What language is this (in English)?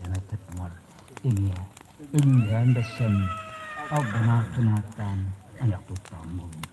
Yakut